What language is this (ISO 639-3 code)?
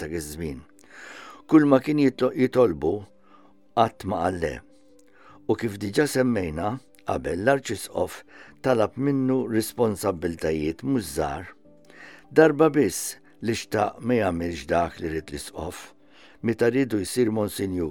mlt